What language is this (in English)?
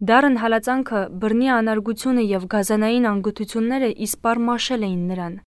Armenian